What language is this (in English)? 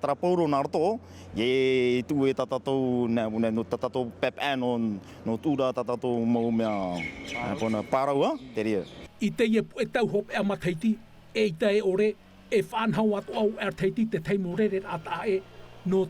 Tahitian